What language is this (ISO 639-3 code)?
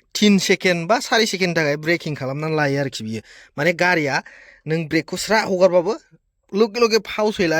brx